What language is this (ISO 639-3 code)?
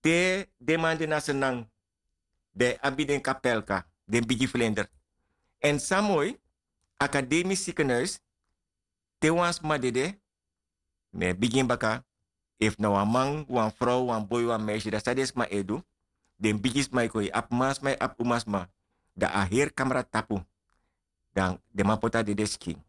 srn